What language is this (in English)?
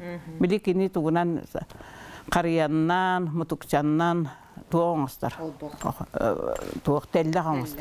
Yakut